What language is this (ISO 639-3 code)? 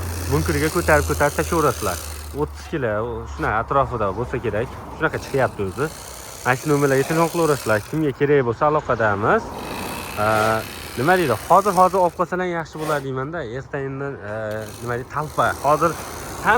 uzb